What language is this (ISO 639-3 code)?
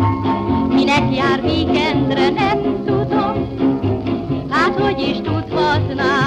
hun